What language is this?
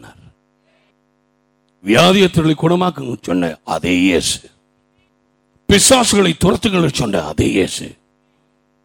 Tamil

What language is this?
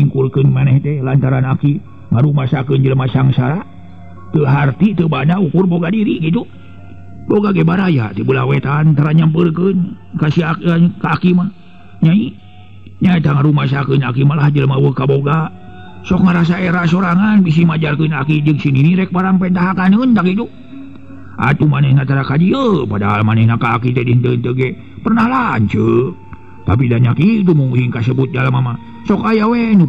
Sundanese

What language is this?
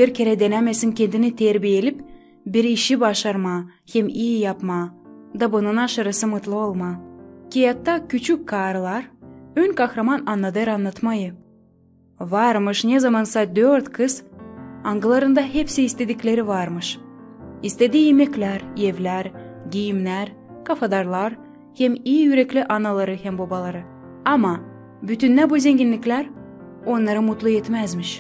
Gagauz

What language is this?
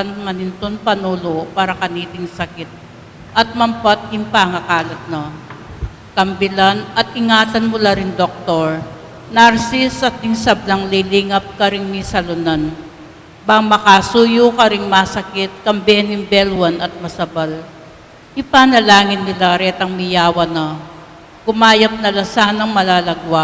Pampanga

